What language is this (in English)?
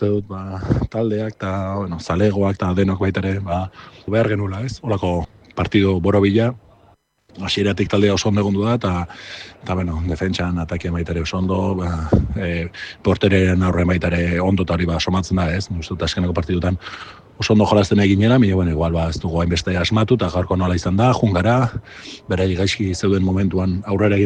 Basque